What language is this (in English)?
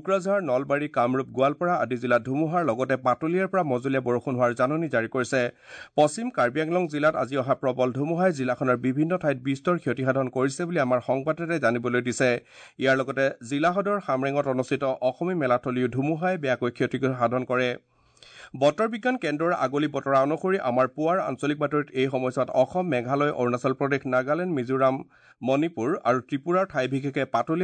Assamese